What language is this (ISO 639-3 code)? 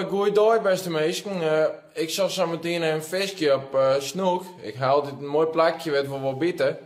fry